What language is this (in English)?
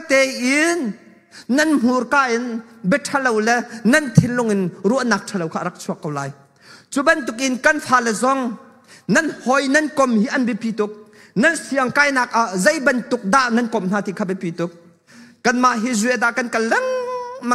Hakha Chin